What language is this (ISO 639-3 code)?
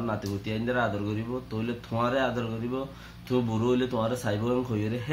rhg